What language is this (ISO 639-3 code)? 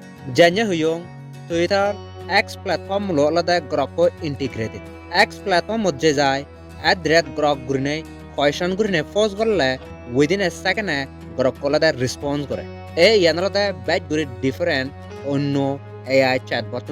ccp